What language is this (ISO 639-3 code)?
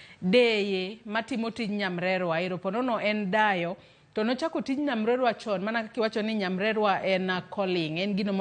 luo